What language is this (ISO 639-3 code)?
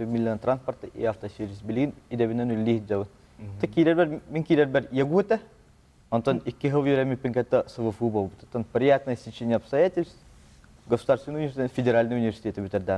sah